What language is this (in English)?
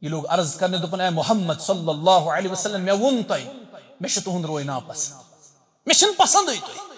Kashmiri